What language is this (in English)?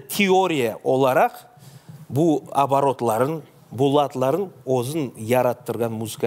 Crimean Tatar